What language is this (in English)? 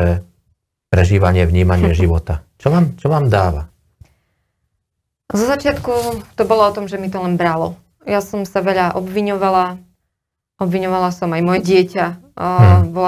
Slovak